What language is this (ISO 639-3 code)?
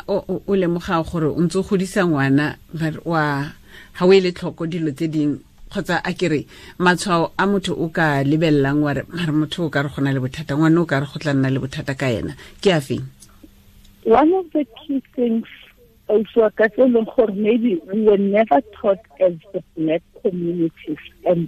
tsn